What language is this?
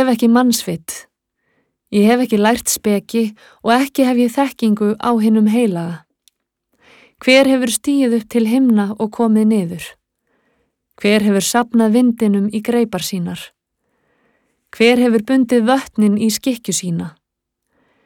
Icelandic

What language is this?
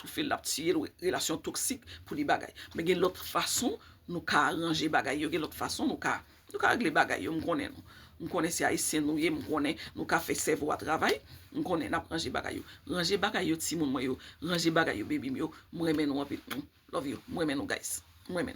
Haitian Creole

